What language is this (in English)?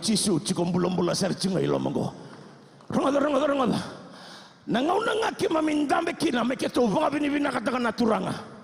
Fijian